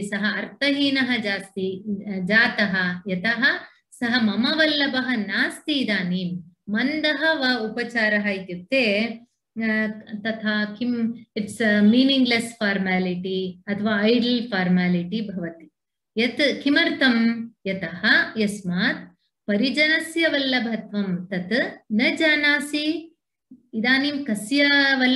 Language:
Sanskrit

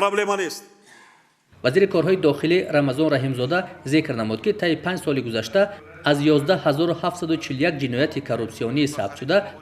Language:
Tajik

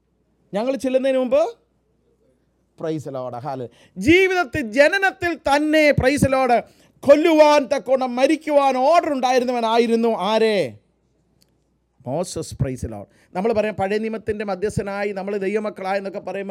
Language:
Malayalam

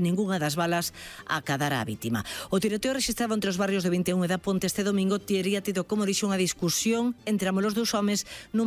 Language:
Galician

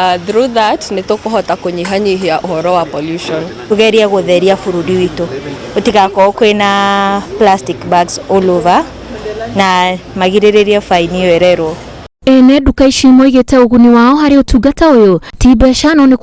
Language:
Kikuyu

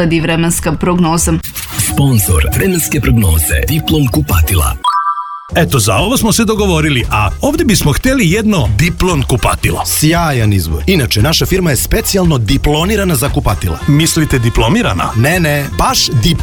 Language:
Serbian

